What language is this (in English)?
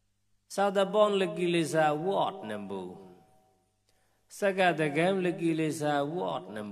Vietnamese